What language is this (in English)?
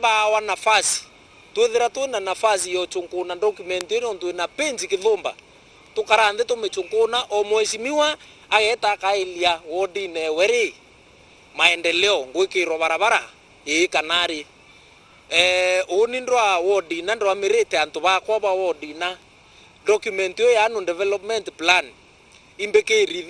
Meru